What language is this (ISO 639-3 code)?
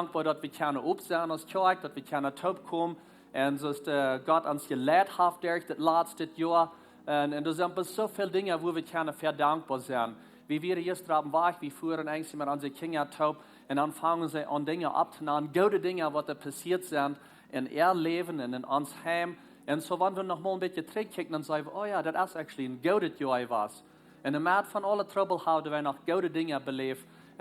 pdt